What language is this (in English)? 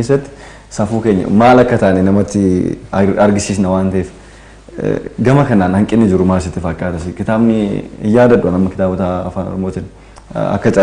Oromo